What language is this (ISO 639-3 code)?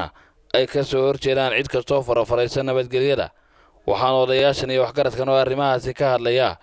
som